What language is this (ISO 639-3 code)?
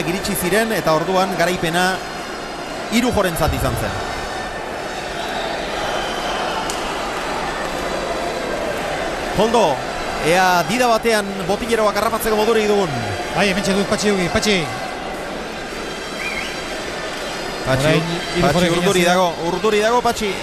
eus